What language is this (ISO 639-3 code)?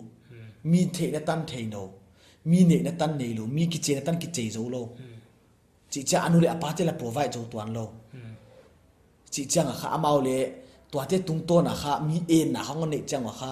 pck